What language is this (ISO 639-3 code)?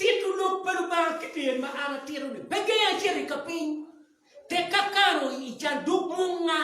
ach